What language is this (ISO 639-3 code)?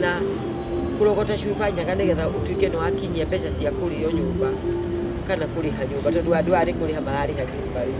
kik